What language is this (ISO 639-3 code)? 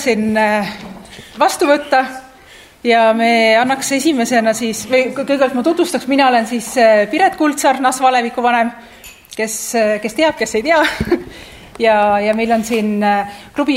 est